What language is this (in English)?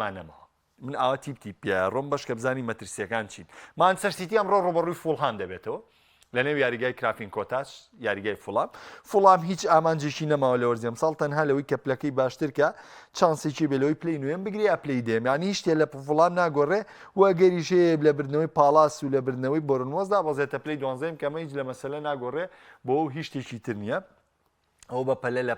Central Kurdish